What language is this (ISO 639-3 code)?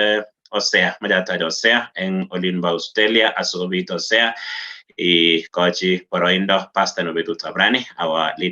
kln